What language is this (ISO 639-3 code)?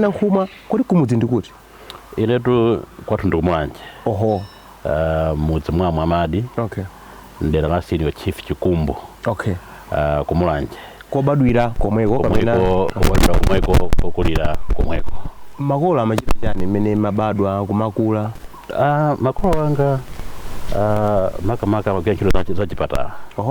nya